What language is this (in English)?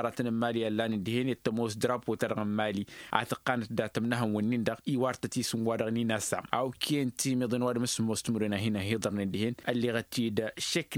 Tamasheq